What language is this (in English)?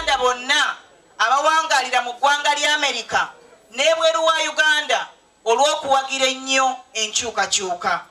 Ganda